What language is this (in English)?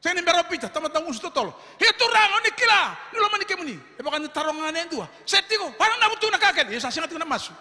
Fijian